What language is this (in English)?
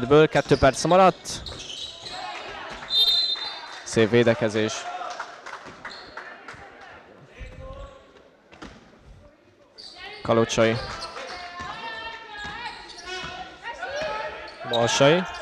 Hungarian